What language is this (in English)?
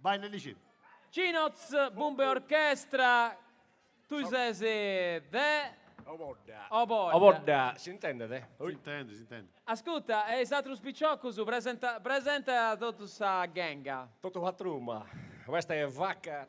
Sardinian